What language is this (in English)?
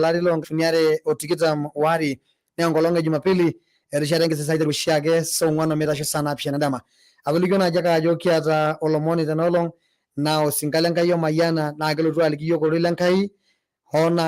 Masai